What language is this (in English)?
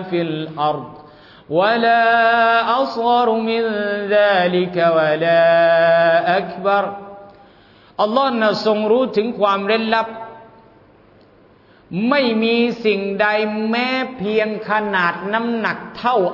Thai